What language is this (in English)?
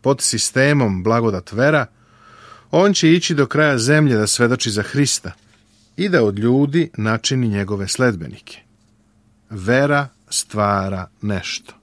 Serbian